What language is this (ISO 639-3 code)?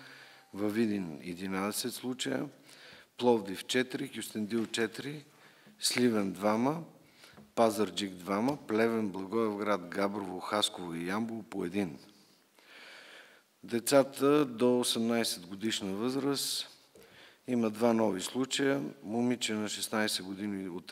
bul